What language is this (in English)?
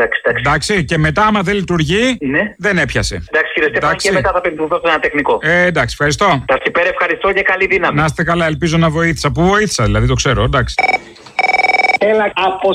Greek